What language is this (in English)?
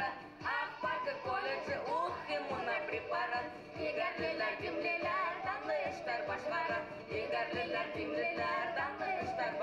Bashkir